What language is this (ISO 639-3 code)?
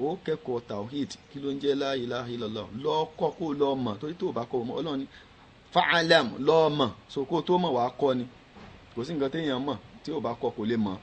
yor